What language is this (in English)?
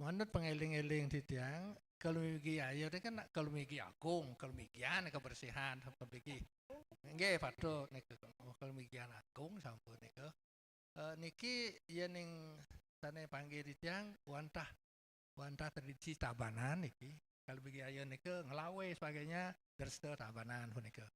Balinese